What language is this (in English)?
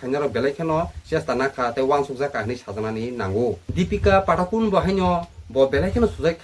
Kok Borok